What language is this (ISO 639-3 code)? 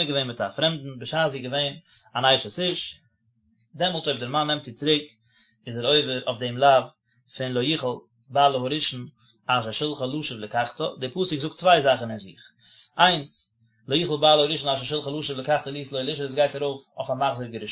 yid